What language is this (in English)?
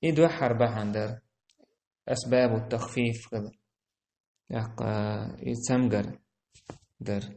Chechen